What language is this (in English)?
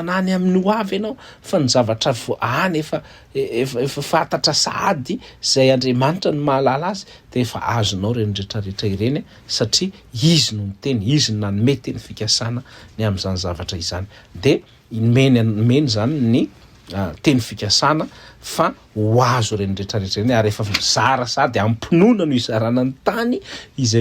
Malagasy